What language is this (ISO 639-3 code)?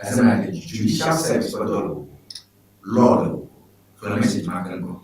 ewe